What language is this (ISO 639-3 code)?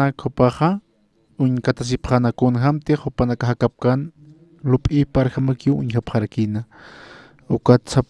aym